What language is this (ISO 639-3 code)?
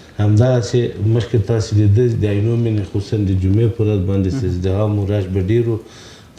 pus